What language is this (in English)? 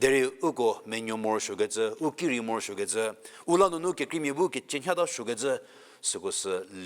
Angami Naga